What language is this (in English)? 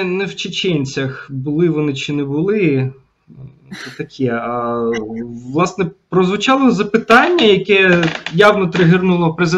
Ukrainian